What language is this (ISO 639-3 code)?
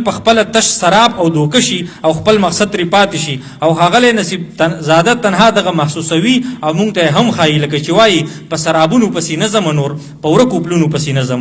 pus